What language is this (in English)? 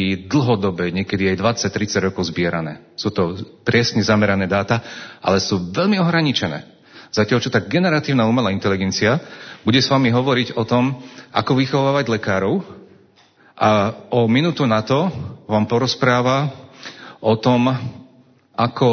Slovak